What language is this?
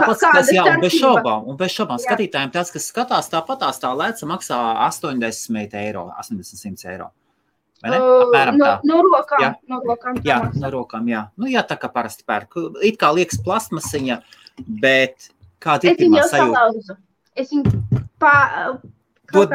Latvian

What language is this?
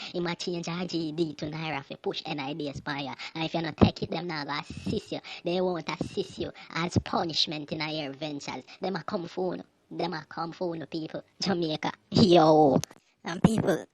Jamaican Creole English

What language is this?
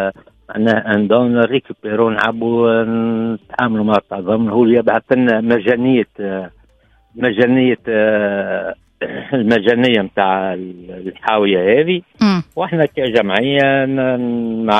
Tunisian Arabic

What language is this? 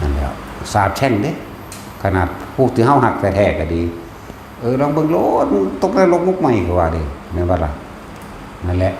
Northeastern Thai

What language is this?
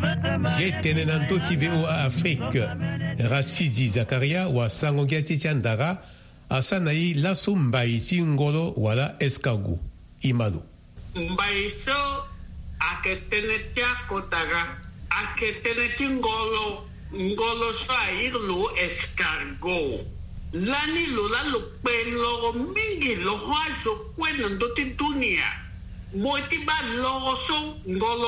Sango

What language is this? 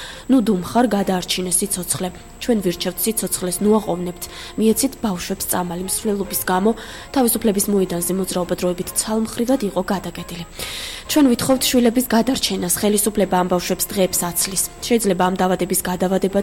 Georgian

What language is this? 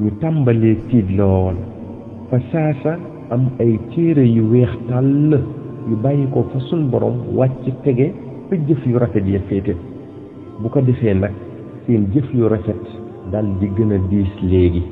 Wolof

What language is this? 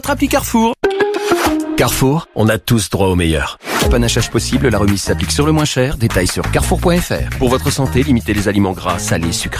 French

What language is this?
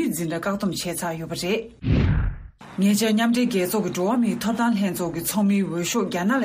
Tibetan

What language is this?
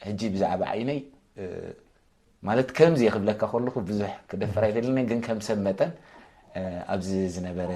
Tigrinya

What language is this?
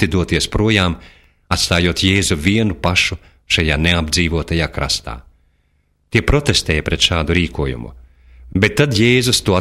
Latvian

